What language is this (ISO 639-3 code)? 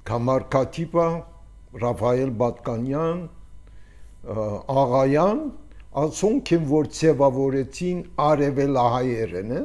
hye